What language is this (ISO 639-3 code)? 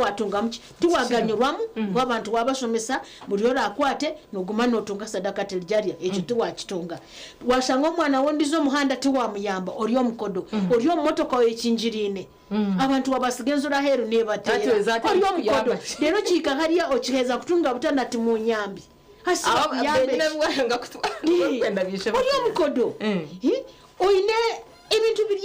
nyn